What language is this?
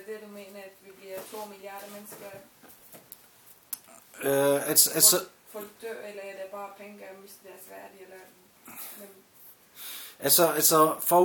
Danish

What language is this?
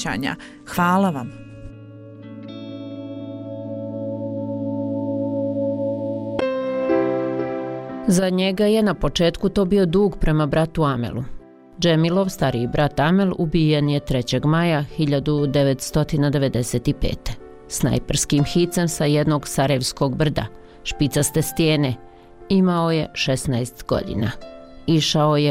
Bosnian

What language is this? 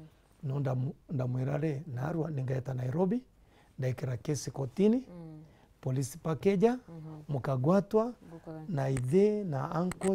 Meru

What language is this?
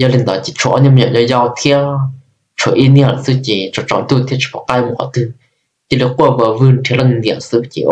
Hmong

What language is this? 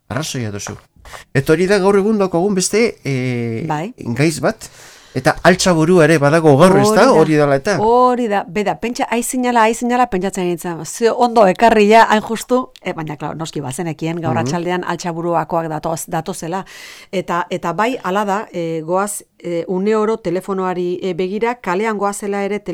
Basque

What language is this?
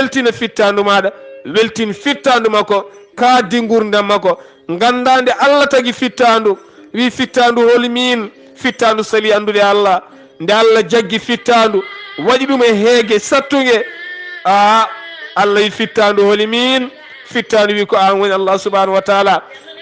Fula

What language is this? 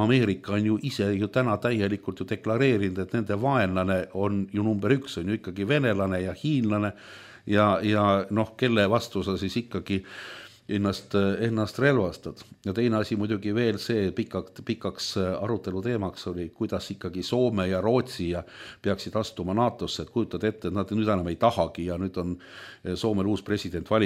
Estonian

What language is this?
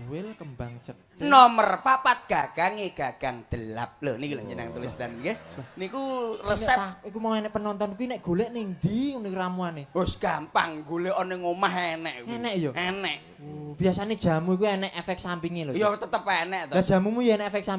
Javanese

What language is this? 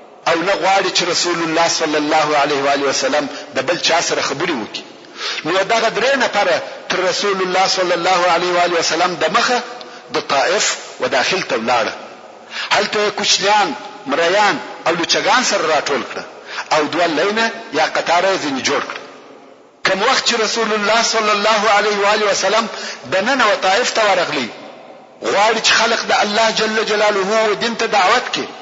Pashto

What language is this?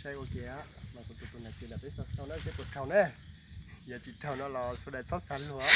Hmong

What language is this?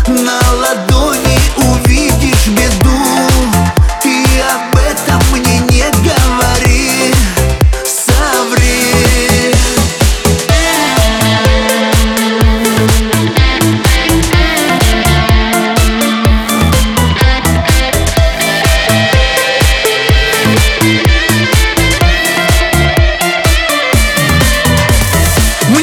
Russian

